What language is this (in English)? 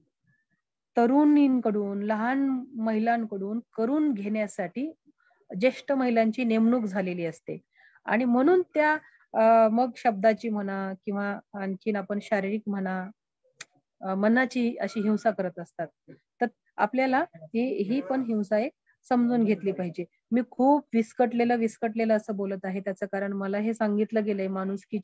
Marathi